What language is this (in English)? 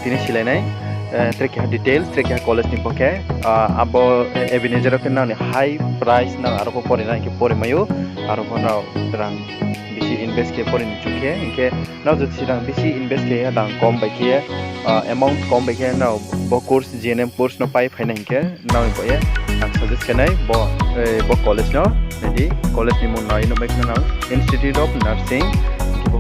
Riang (India)